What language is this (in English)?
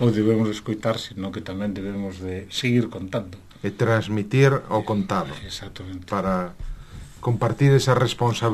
Galician